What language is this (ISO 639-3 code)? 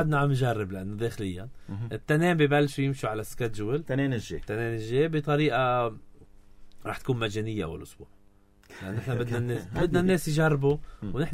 apc